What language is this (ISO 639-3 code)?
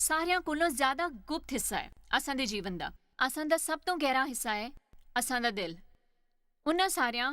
doi